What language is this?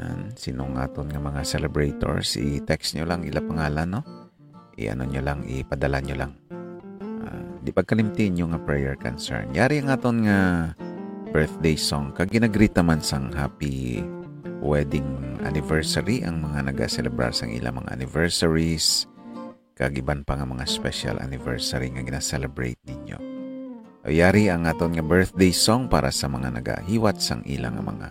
Hiligaynon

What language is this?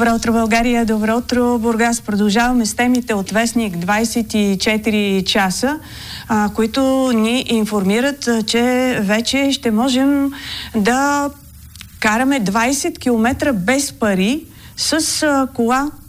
Bulgarian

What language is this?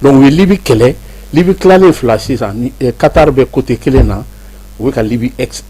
Bambara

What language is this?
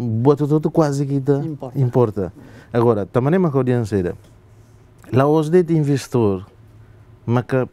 Tetum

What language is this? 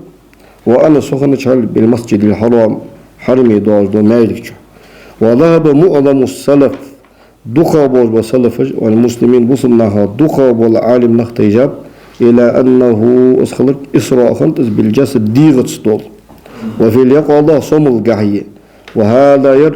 Ingush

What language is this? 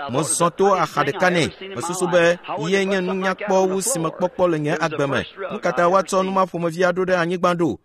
Ewe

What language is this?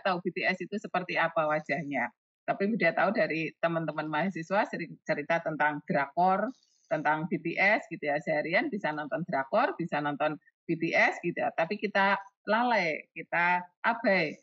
Indonesian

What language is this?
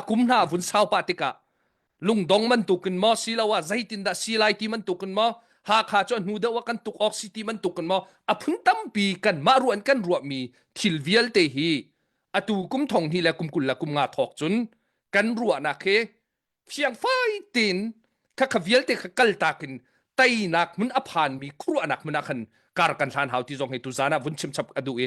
Hakha Chin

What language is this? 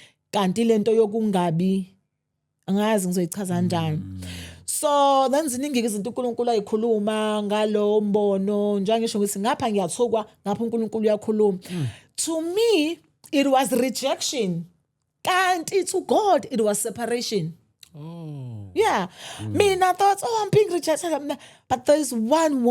Zulu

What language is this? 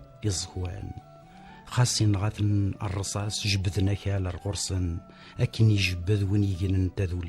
Kabyle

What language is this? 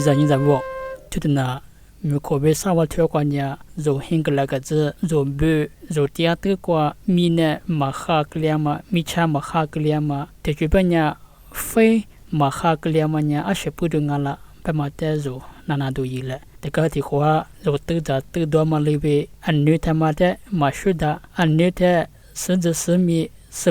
Lisu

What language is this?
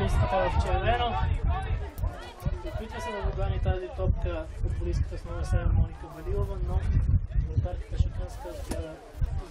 Bulgarian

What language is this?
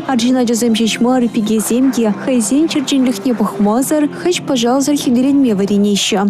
Chuvash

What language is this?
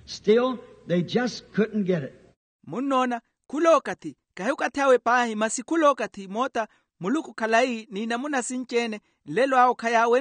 Makhuwa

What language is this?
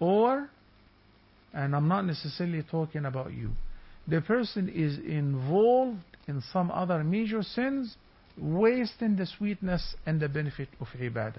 English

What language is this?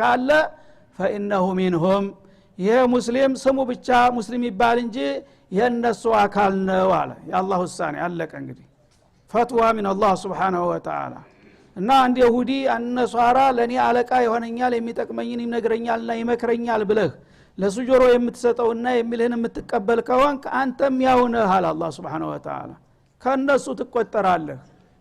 Amharic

